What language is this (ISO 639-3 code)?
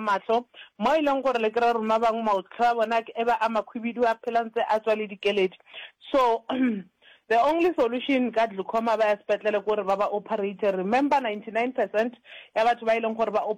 nso